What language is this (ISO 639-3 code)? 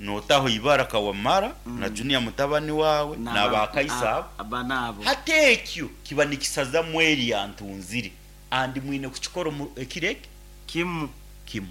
nyn